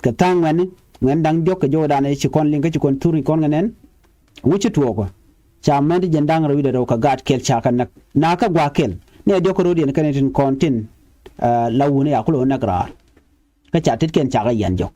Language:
Nuer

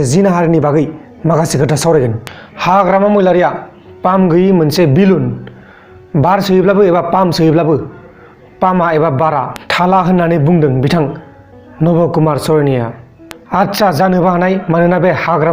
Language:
Bodo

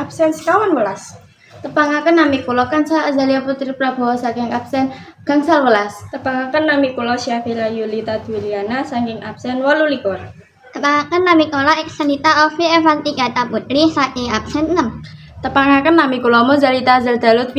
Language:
Javanese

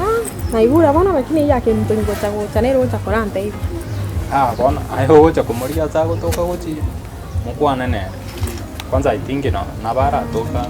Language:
Gusii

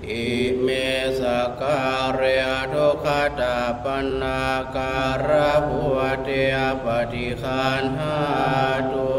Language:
Pali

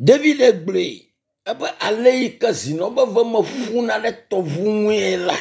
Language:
Ewe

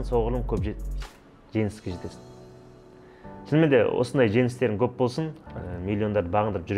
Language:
Kazakh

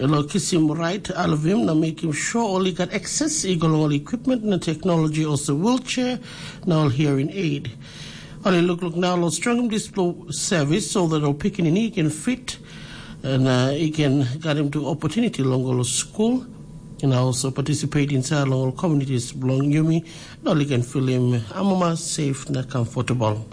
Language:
Tok Pisin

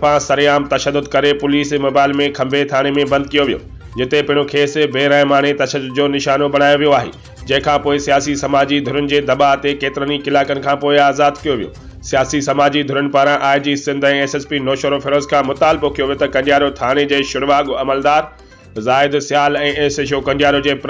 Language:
Sindhi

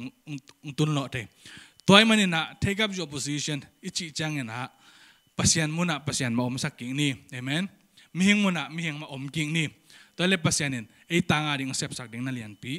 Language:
Tedim Chin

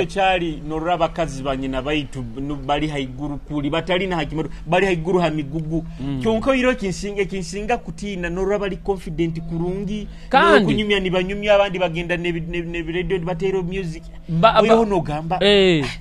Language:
Nyoro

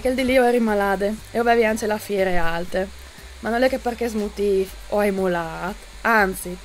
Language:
Friulian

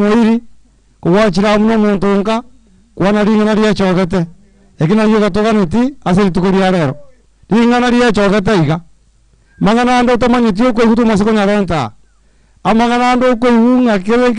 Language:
Gusii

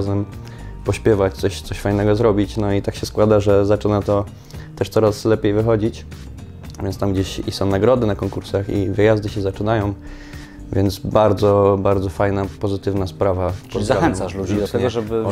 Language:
Polish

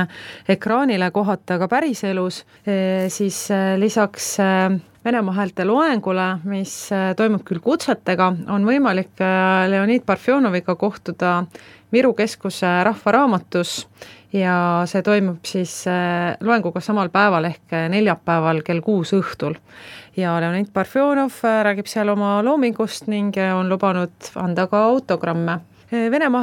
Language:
Estonian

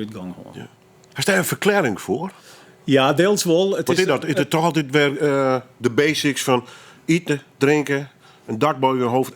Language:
Western Frisian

